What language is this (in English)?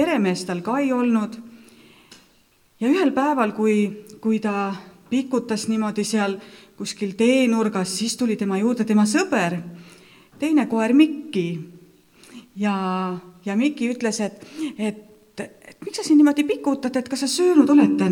Estonian